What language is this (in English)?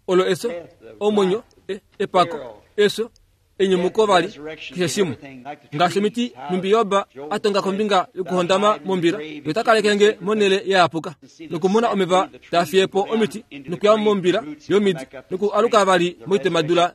Kuanyama